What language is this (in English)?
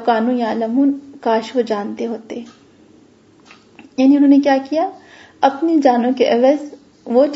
Urdu